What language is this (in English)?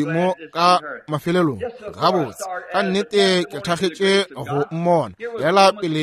Northern Sotho